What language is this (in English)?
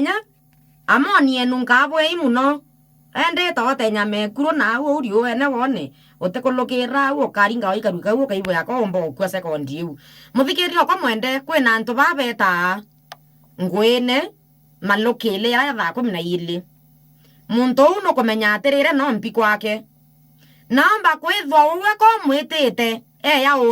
Meru